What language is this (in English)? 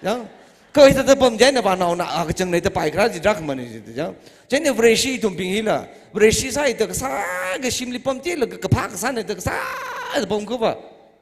Tangkhul Naga (India)